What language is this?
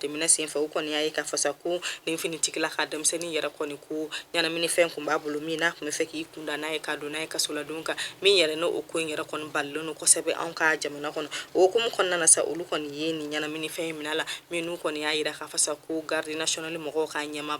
Bambara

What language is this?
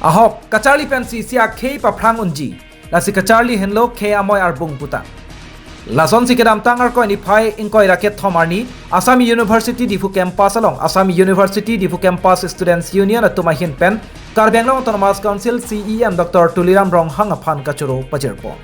Karbi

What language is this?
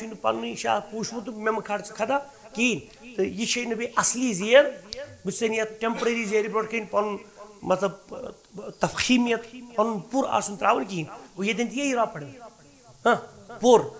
Kashmiri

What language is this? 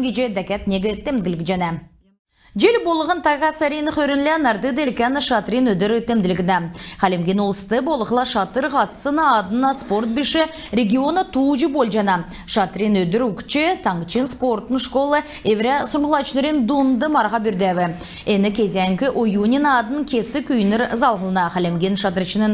Kalmyk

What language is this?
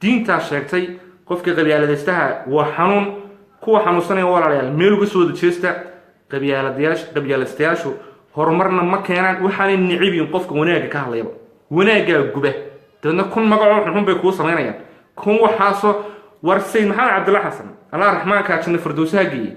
Somali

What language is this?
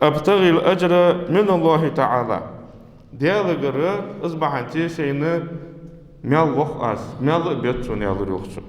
Ingush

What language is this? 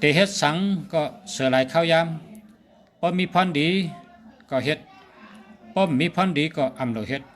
Shan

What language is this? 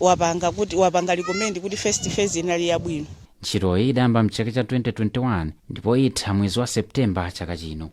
Nyanja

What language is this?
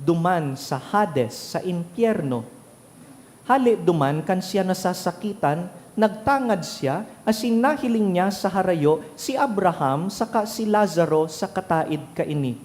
Bikol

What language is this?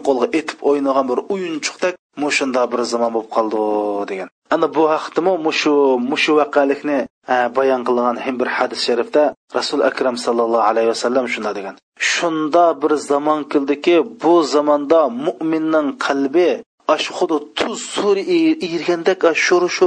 Uyghur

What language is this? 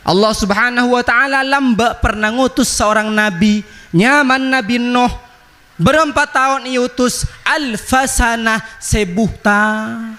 Madurese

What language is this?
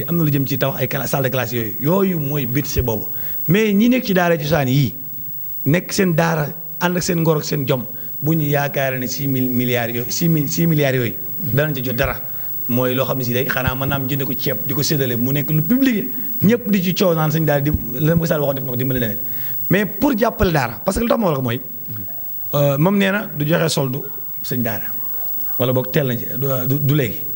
Wolof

